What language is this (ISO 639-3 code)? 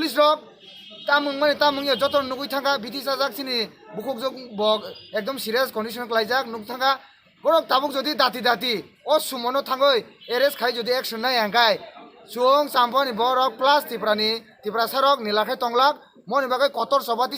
trp